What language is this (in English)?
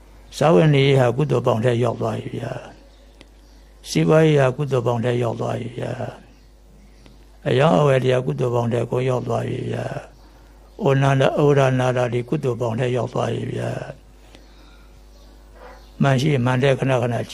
Burmese